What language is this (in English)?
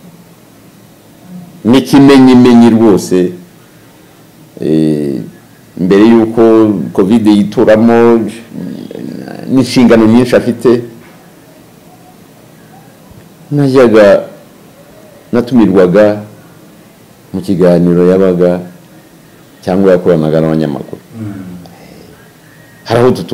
Kinyarwanda